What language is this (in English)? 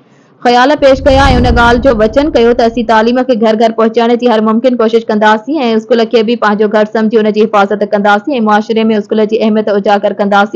Sindhi